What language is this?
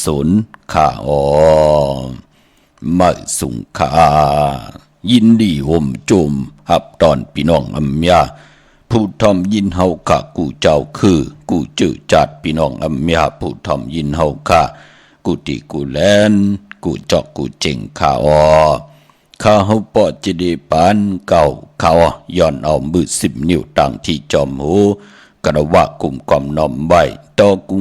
Shan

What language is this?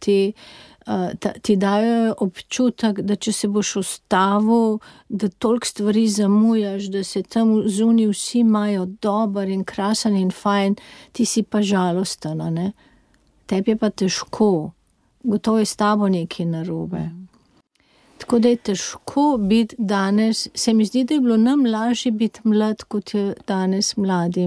Slovenian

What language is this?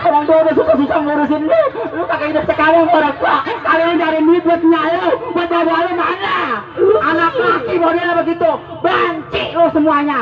Betawi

